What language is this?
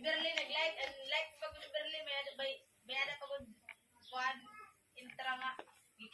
Waray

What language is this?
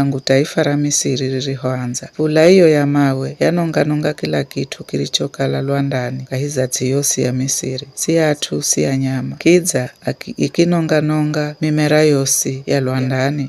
Giryama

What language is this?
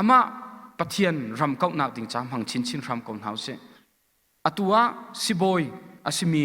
Hakha Chin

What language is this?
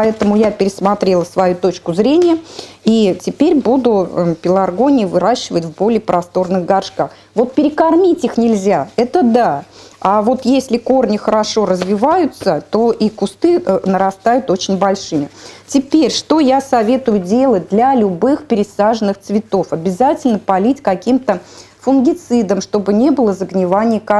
Russian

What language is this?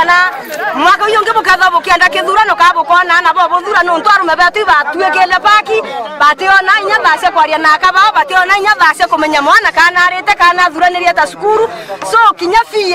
Meru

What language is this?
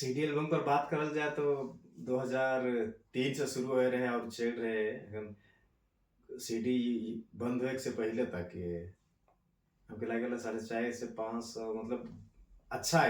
Sadri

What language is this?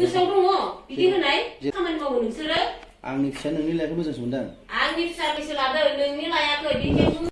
Bodo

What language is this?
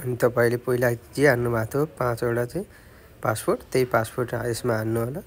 Nepali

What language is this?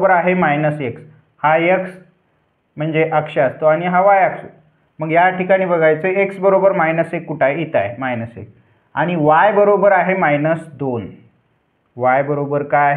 Marathi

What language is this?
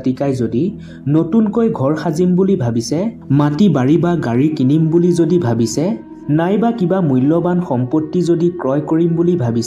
Assamese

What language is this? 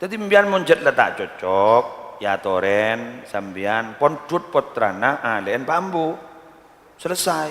Madurese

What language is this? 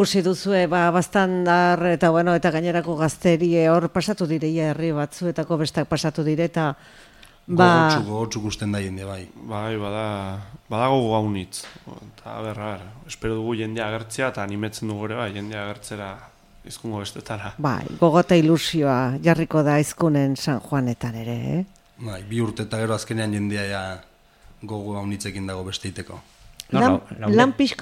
Basque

